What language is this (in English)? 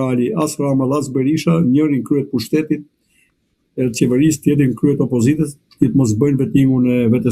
Albanian